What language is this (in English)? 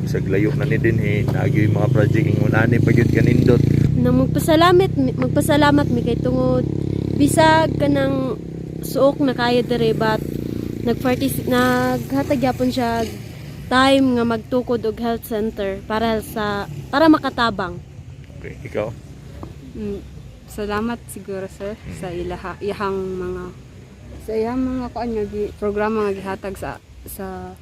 Cebuano